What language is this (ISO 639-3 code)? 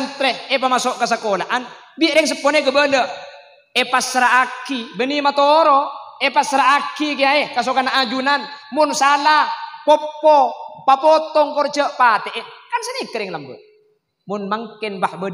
mad